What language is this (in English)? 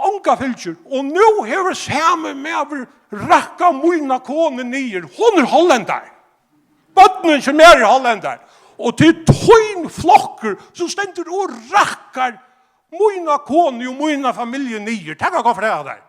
Faroese